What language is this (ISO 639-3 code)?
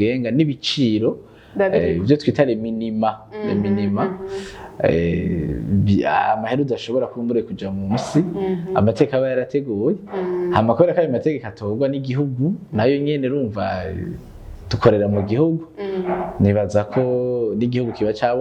run